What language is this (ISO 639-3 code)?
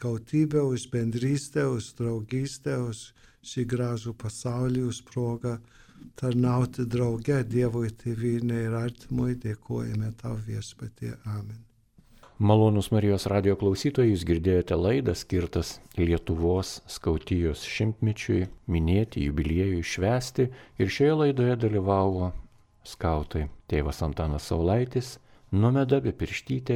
lit